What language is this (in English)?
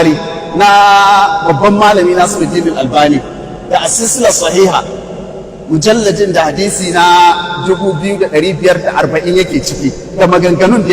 Hausa